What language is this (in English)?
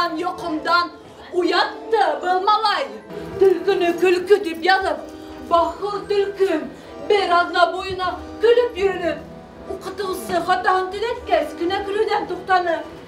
Bashkir